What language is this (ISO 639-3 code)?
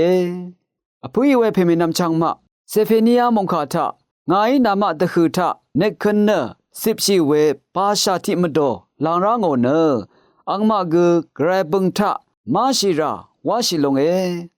raw